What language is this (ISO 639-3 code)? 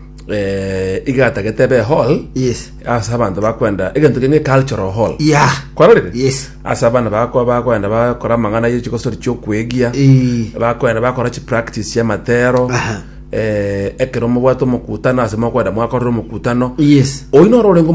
guz